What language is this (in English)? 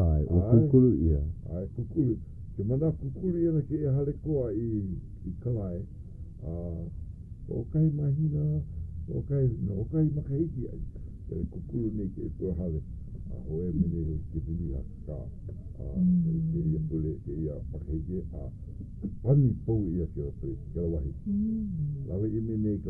Hawaiian